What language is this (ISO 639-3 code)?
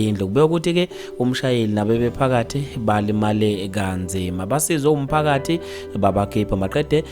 zul